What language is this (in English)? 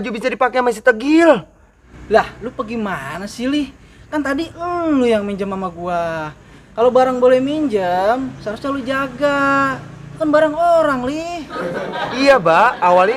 Betawi